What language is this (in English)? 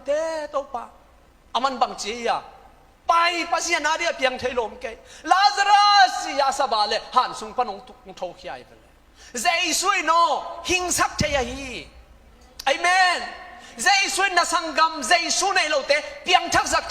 Tedim Chin